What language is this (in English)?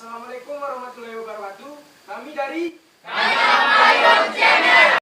Minangkabau